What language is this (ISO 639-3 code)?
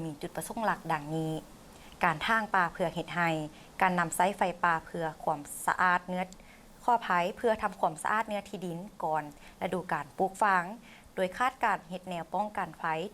lao